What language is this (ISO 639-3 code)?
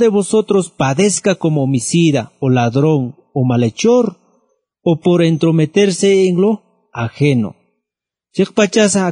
aym